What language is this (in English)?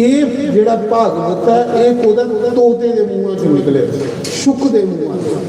Dogri